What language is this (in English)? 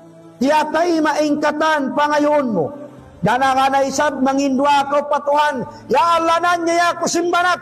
Tausug